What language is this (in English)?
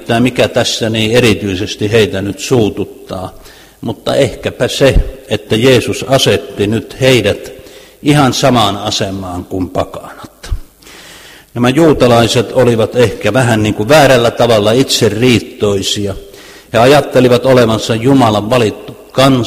Finnish